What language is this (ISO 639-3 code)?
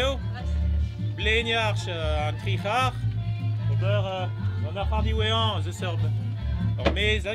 bre